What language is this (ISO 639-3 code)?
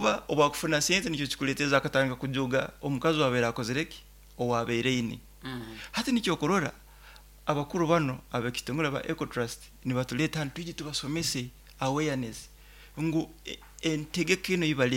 nyo